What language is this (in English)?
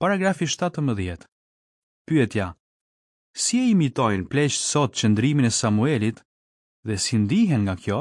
Albanian